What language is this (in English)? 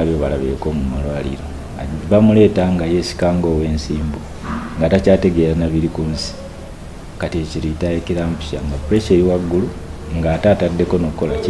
Ganda